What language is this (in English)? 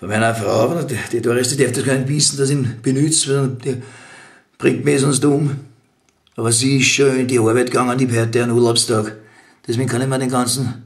Bavarian